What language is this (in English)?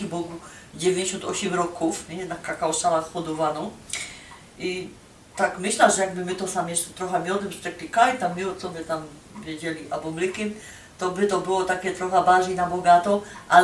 Silesian